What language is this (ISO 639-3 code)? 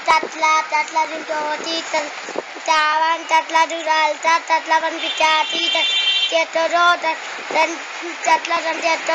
hin